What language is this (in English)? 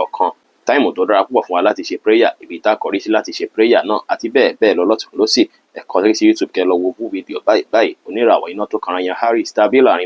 Yoruba